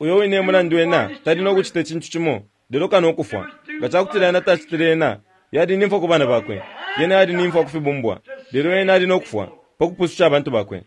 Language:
Bemba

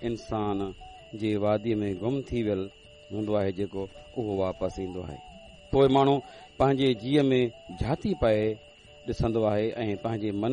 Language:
Sindhi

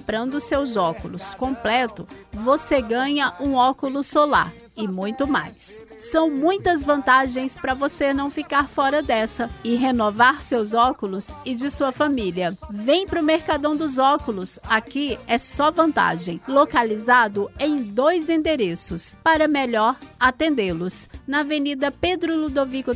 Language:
Portuguese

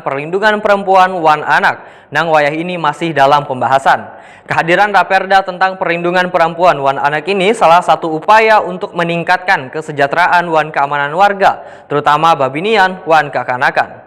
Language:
Banjar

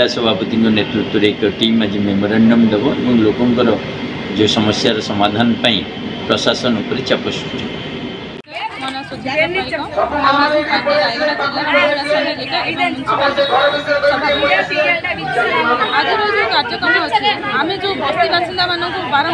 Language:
Odia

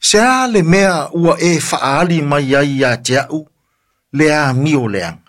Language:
Samoan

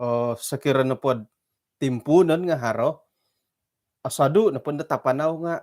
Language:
Central Dusun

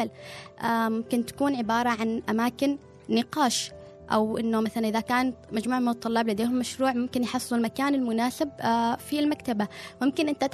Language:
Gulf Arabic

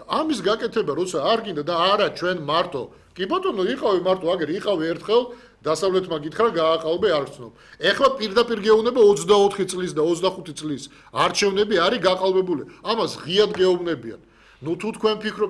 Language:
Georgian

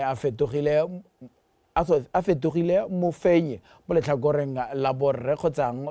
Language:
Tswana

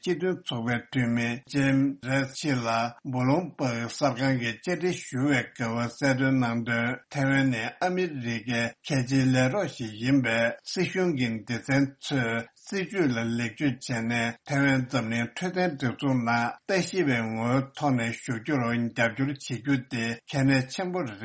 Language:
Tibetan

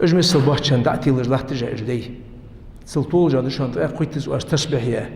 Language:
Ingush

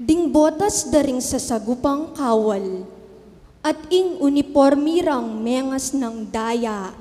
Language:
Pampanga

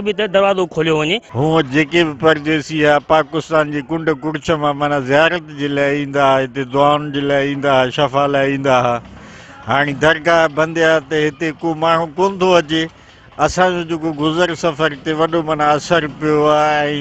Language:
Sindhi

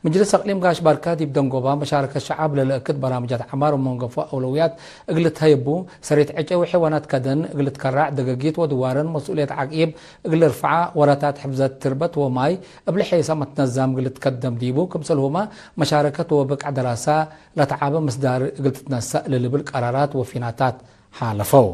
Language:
Tigre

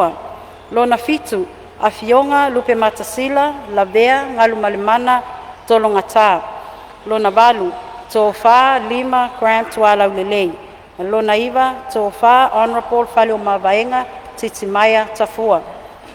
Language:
Samoan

